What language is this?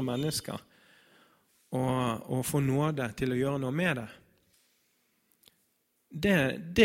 Norwegian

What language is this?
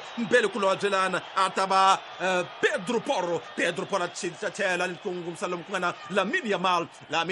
Tsonga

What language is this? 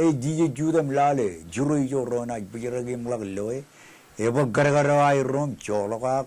Marshallese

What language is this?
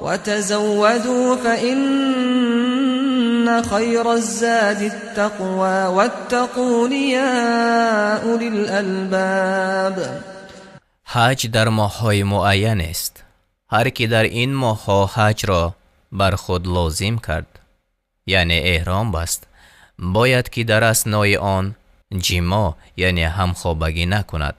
Tajik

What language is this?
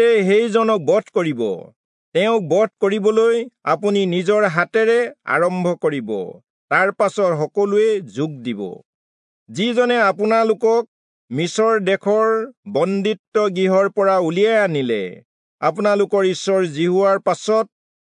Assamese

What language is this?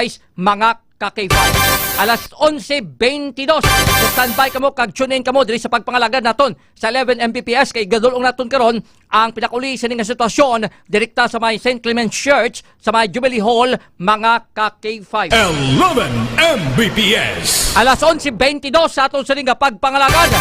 Hiligaynon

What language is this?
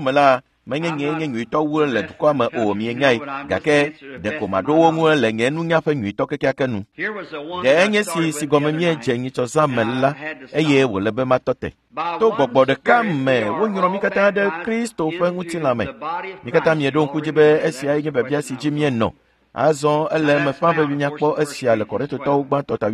Ewe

